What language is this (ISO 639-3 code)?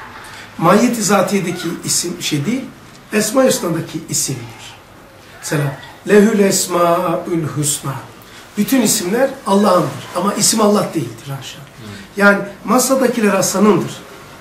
tur